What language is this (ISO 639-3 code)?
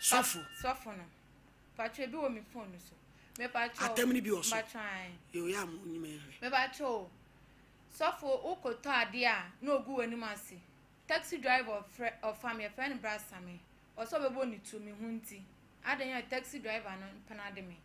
aka